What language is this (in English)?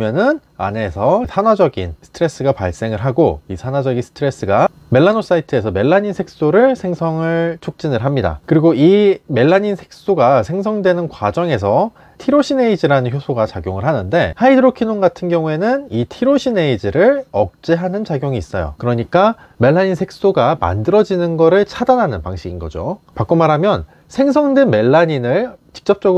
Korean